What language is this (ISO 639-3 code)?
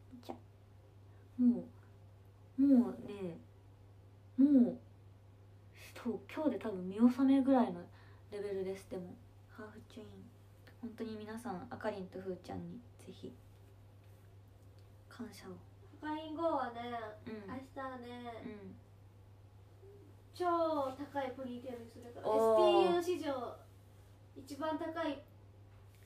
jpn